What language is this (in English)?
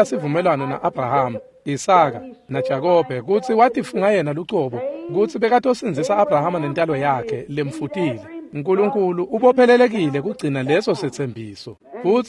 Swati